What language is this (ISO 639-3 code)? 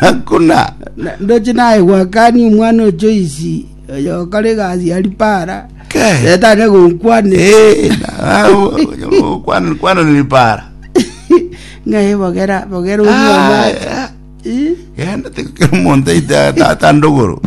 guz